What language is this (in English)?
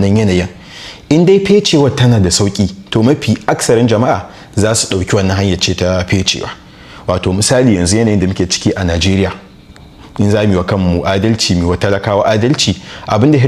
Hausa